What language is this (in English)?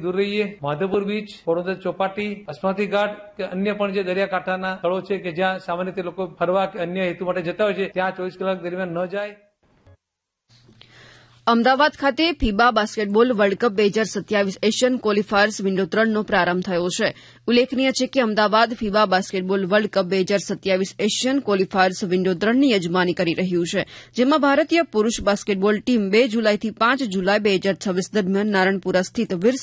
Gujarati